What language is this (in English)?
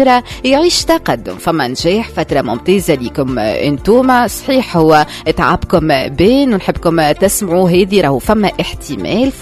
Tunisian Arabic